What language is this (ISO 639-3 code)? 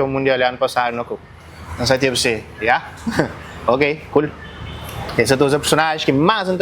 kea